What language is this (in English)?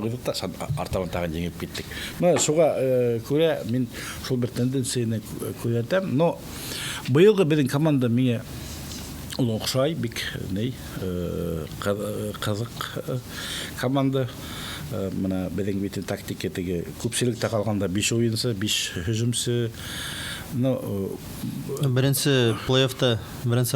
Bashkir